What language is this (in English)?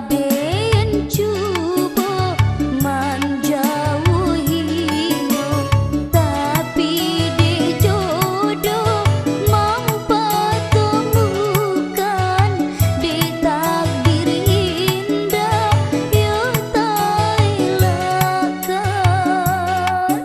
Minangkabau